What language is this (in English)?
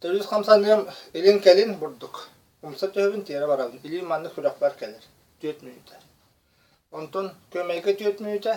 Yakut